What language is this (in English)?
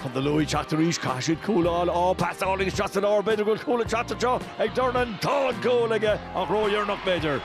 Irish